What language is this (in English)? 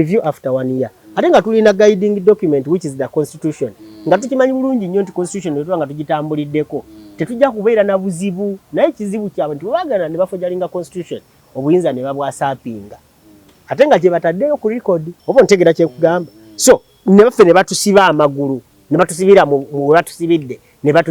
Ganda